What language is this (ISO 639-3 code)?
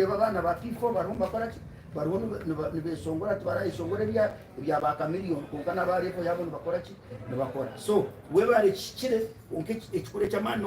nyn